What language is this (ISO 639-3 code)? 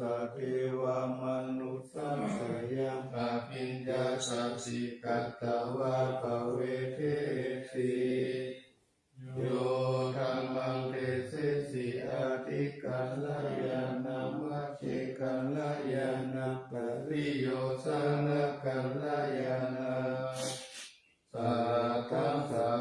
pli